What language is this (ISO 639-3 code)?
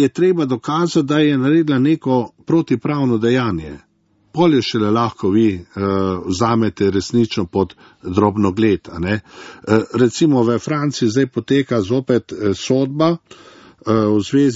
slv